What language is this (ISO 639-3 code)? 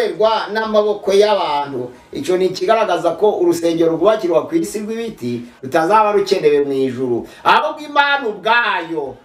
kin